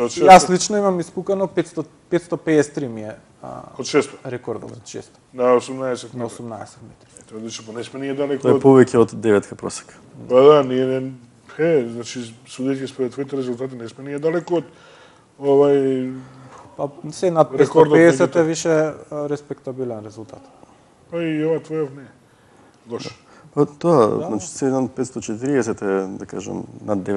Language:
Macedonian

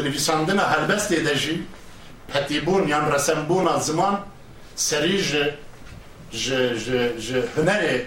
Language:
Kurdish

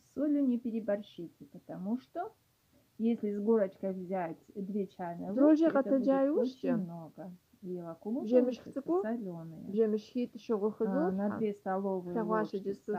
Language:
Kabardian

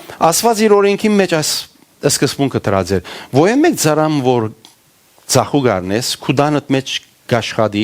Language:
Western Armenian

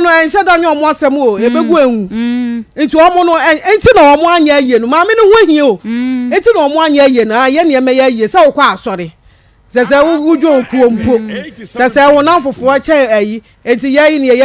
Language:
Akan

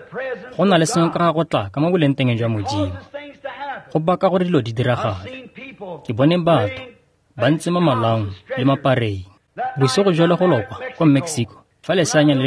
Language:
Tswana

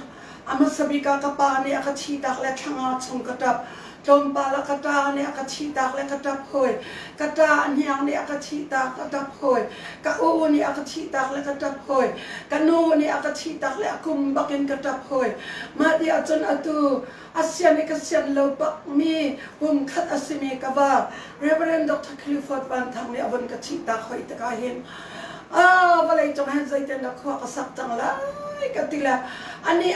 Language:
Hakha Chin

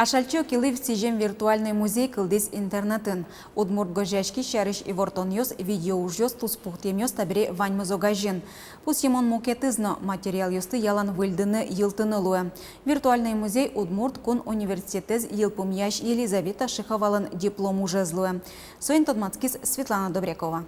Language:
Udmurt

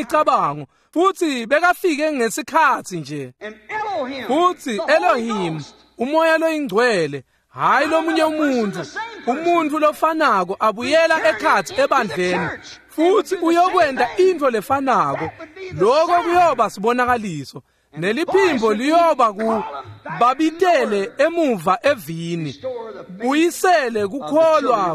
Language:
Swati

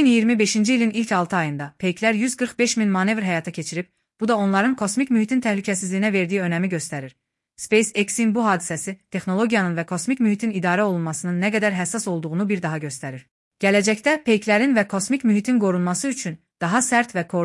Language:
Azerbaijani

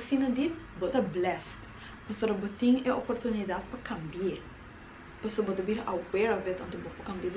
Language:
Papiamento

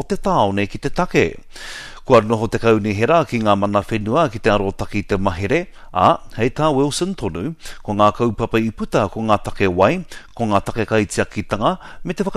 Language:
Māori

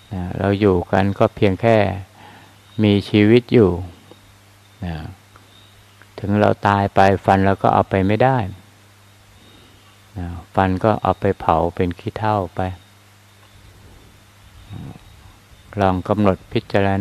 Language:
Thai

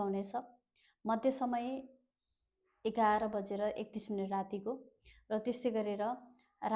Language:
Nepali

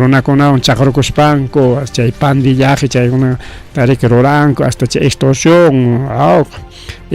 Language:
Ayacucho Quechua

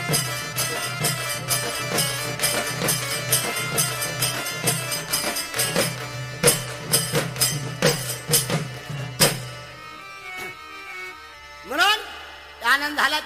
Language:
Marathi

